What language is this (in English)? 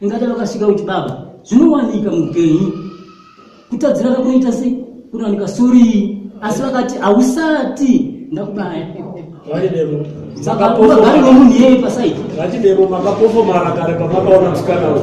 Shona